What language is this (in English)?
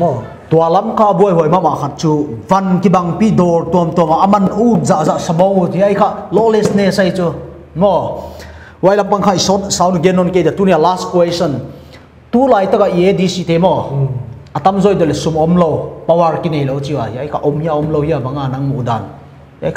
Paite Chin